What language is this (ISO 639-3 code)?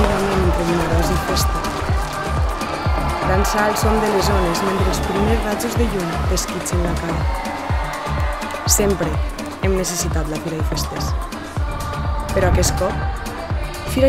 cat